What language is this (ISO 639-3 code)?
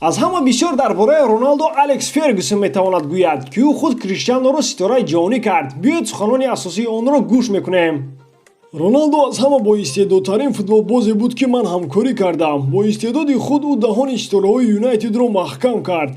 tgk